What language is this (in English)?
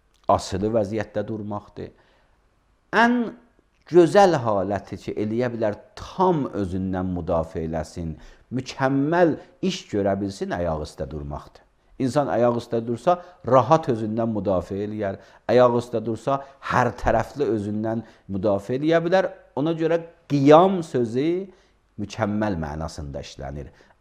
Azerbaijani